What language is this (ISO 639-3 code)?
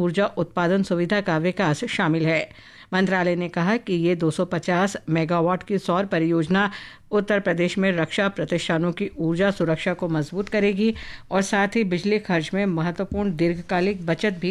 hin